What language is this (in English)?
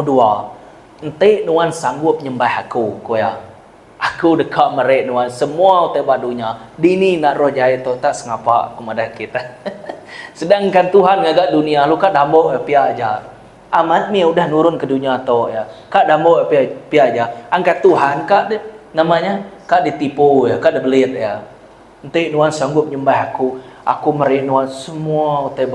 Iban